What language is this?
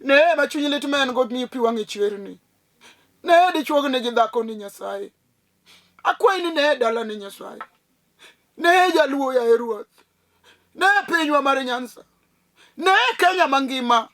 Luo (Kenya and Tanzania)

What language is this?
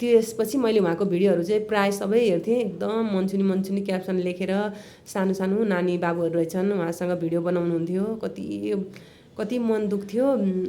Nepali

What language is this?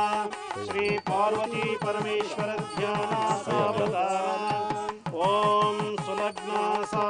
Kannada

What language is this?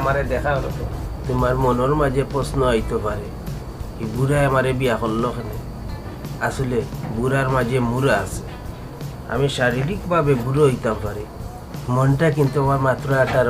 Sylheti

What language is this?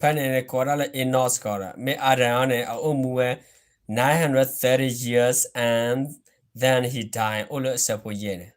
S'gaw Karen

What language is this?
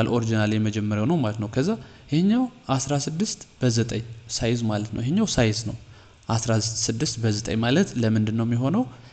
Amharic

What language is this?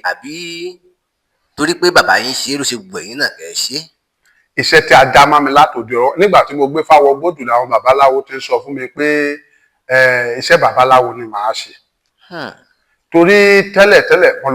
Yoruba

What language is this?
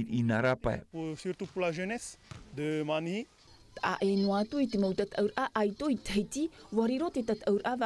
Tahitian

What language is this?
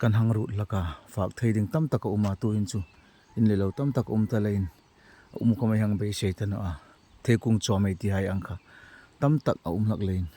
Hmar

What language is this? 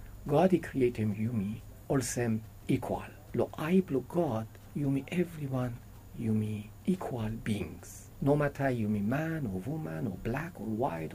Bislama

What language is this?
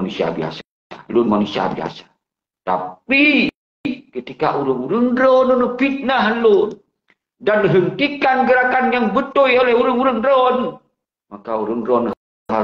Achinese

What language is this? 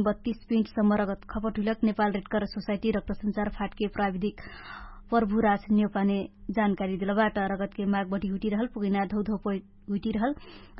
Dangaura Tharu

